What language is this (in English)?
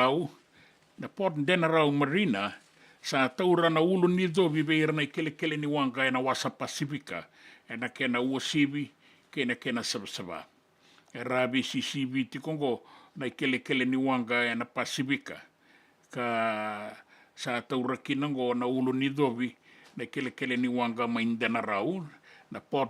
Fijian